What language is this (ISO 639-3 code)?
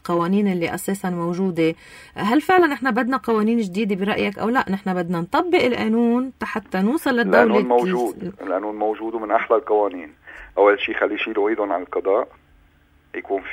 apc